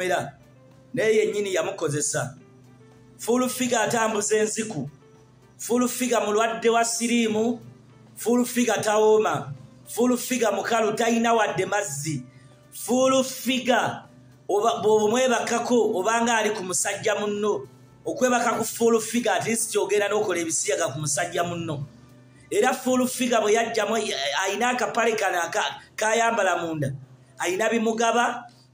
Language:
Ganda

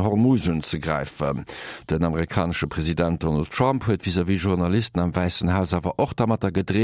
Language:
Luxembourgish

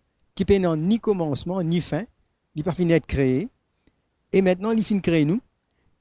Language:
Morisyen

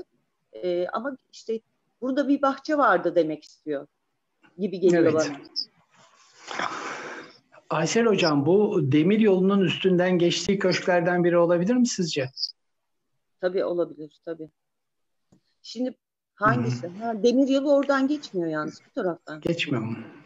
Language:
Turkish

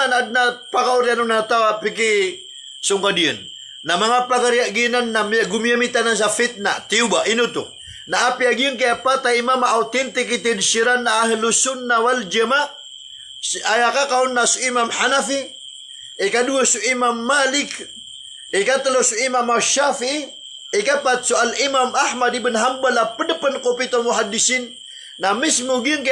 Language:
Maranao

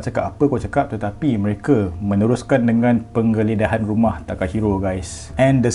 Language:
Malay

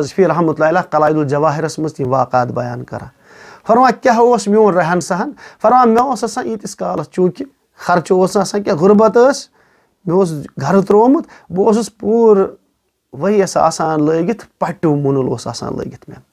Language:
Kashmiri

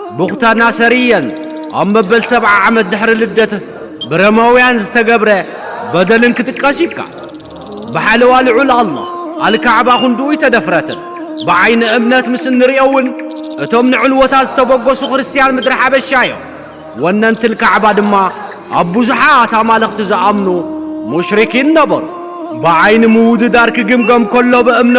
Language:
Tigrinya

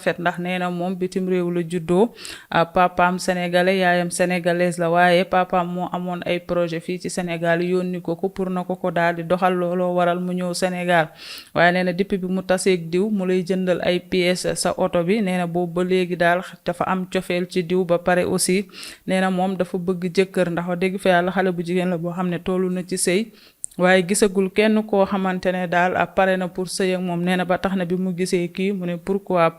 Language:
Wolof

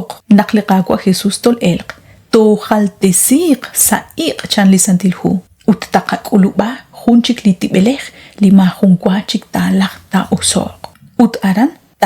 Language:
Kekchí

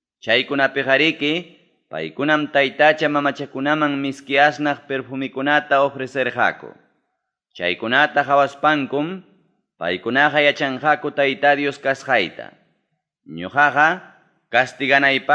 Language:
Ayacucho Quechua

